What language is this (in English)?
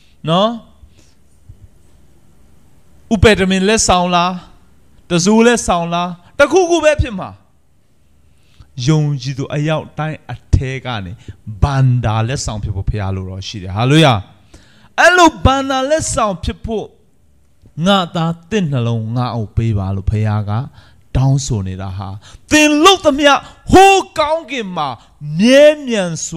Burmese